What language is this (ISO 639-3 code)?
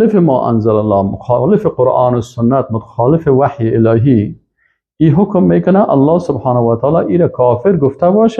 fas